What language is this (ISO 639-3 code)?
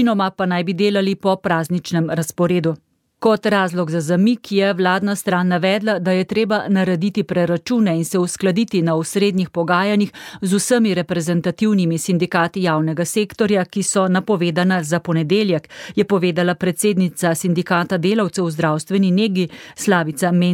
slv